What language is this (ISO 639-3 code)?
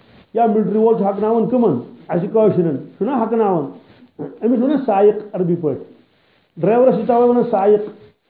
kas